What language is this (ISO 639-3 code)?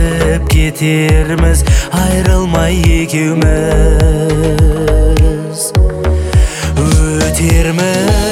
kaz